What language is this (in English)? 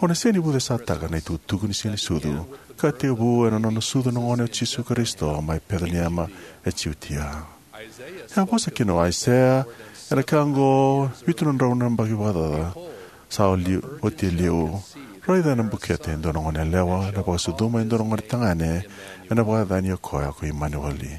Fijian